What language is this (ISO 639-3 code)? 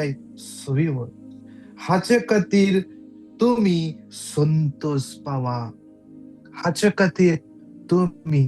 kok